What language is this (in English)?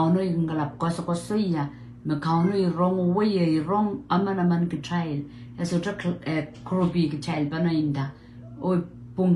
Pohnpeian